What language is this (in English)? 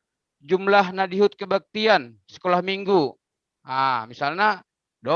Batak Simalungun